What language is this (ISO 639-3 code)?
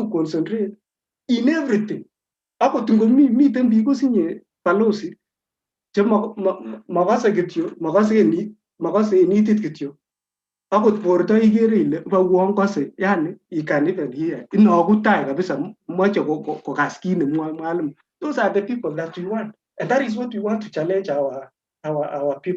kln